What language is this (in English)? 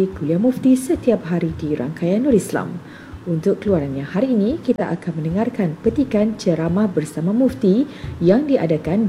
Malay